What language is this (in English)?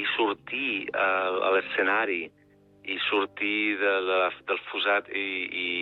Catalan